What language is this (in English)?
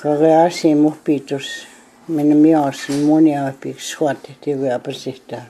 Plains Cree